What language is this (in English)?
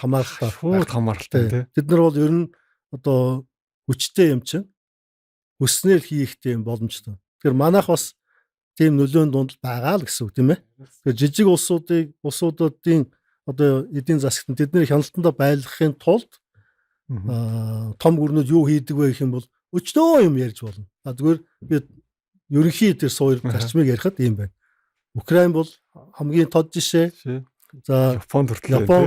Mongolian